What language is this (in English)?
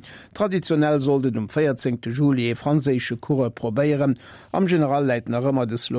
Luxembourgish